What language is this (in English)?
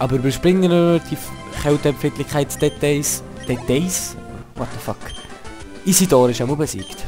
Swiss German